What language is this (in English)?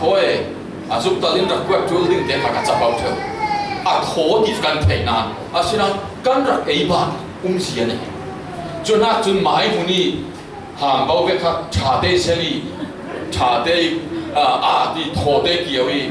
Falam Chin